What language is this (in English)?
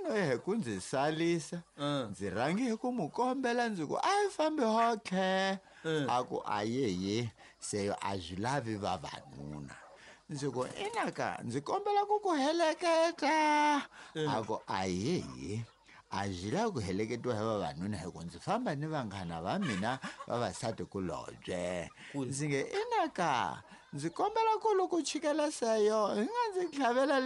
Tsonga